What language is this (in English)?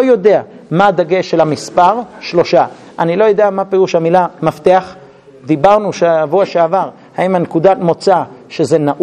Hebrew